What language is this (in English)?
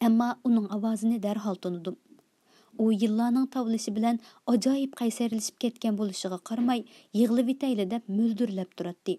Uyghur